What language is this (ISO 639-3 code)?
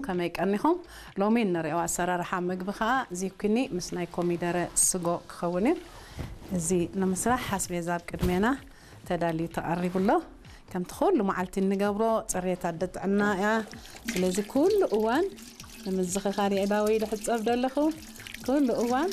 tir